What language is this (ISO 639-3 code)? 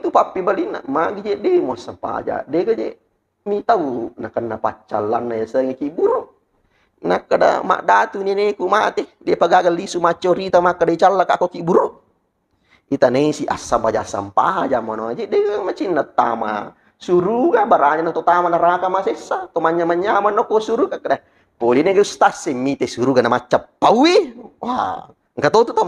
bug